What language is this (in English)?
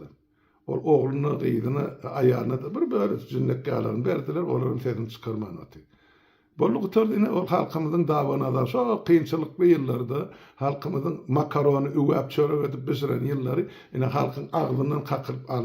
Turkmen